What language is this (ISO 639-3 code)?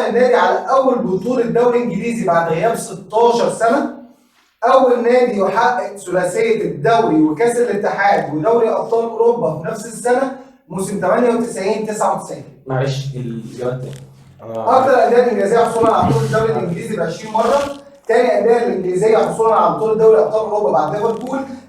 arz